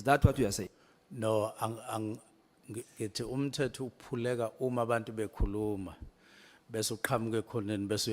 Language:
Zulu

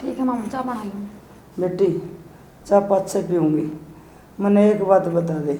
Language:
Haryanvi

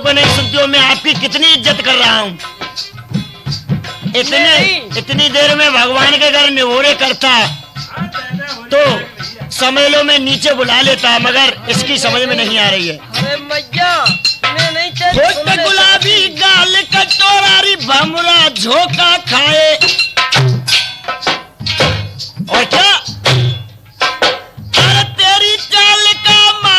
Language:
Haryanvi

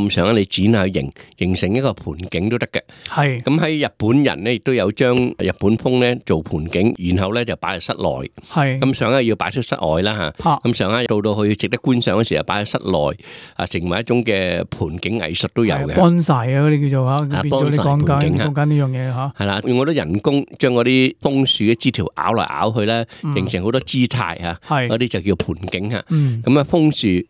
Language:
Cantonese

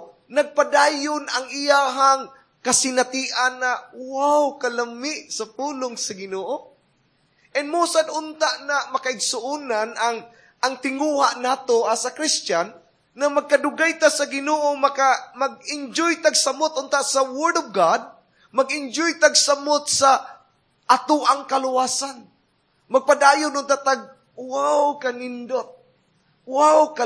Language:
Cebuano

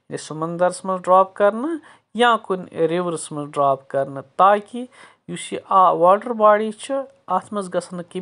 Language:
Kashmiri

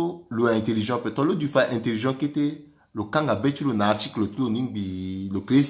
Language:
Sango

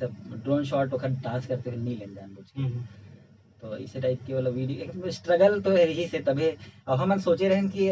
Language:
Chhattisgarhi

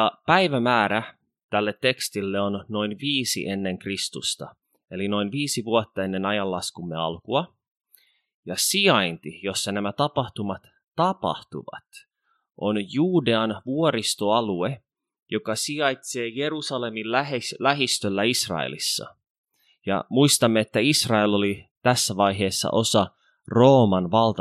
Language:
Finnish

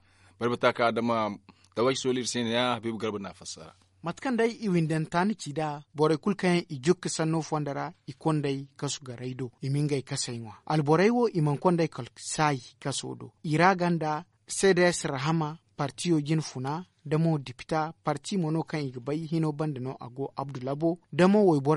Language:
Zarma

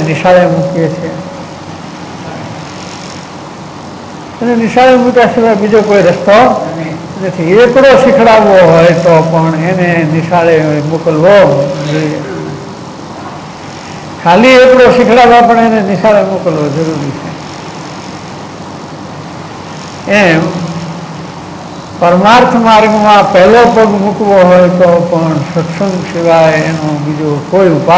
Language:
Gujarati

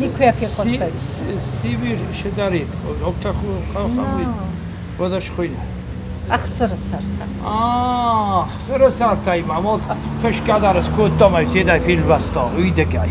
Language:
Ossetic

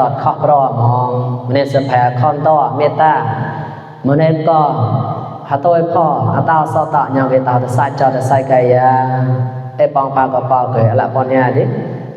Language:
Mon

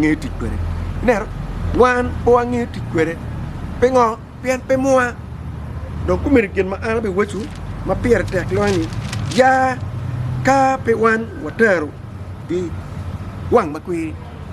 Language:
Acoli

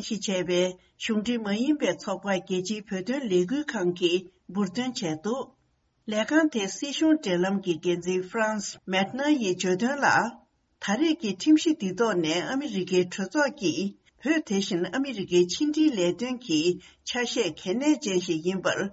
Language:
Tibetan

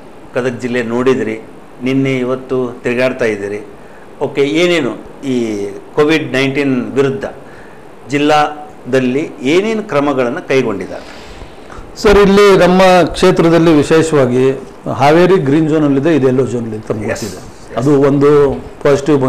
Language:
Kannada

